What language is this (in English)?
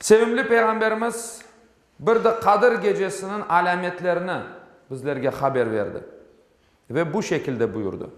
Crimean Tatar